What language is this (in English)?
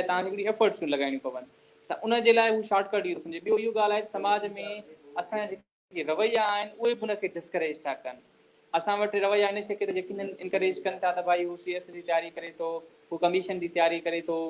Sindhi